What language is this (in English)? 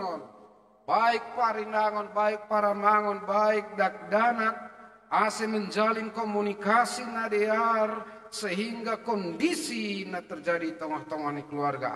Batak Simalungun